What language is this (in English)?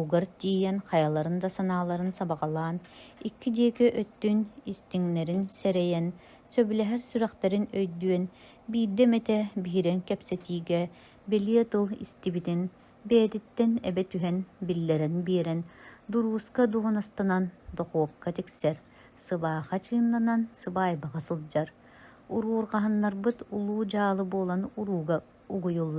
Yakut